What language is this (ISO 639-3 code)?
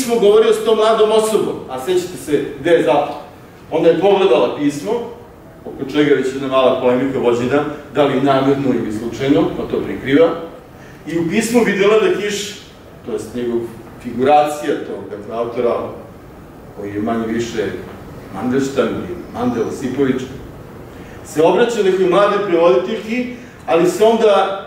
srp